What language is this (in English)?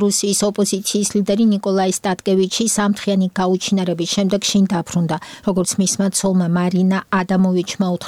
Georgian